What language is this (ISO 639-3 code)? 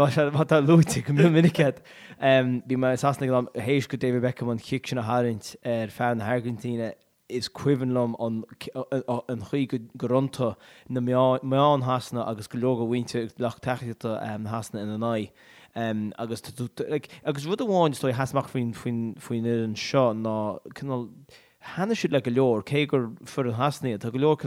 gle